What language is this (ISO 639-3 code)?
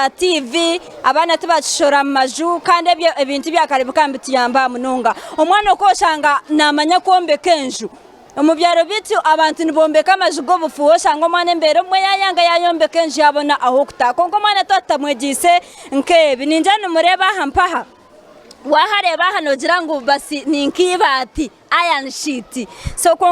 nyn